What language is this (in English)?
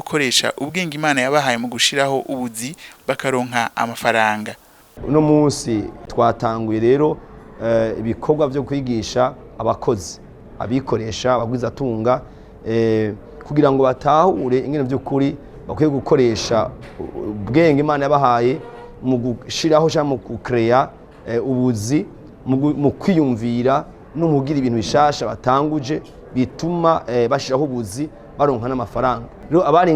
Rundi